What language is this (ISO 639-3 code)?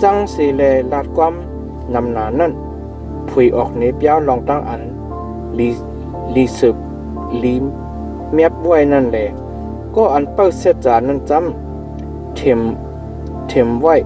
shn